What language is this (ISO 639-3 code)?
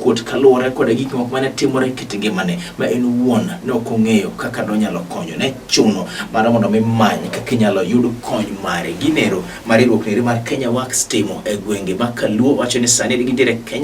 luo